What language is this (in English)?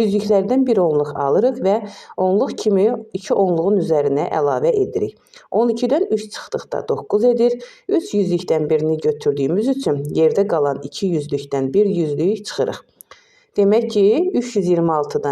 Azerbaijani